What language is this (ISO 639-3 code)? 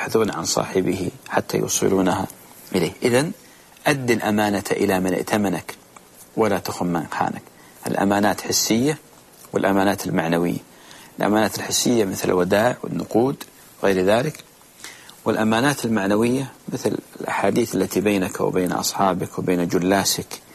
ara